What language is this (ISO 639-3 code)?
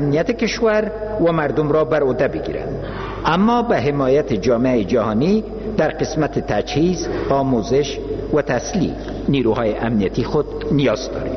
fas